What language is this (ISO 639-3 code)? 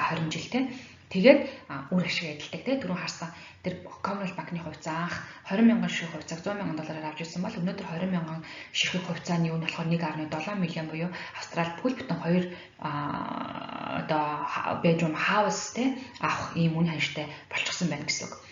mon